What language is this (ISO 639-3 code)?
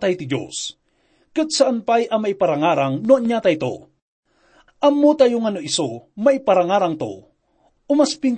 ilo